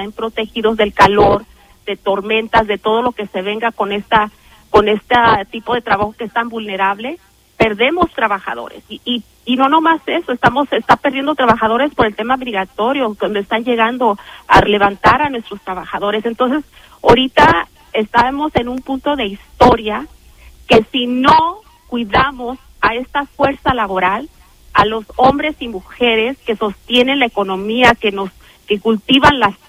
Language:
Spanish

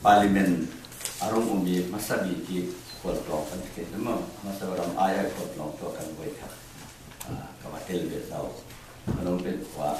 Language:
Falam Chin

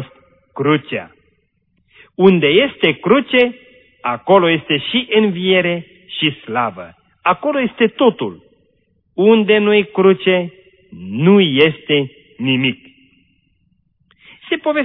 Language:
Romanian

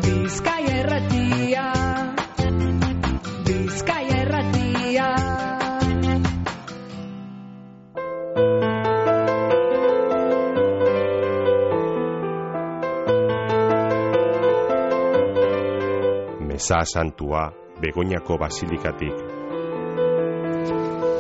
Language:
Basque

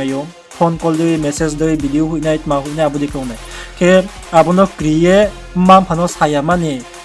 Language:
Riang (India)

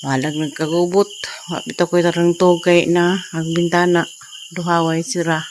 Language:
Cebuano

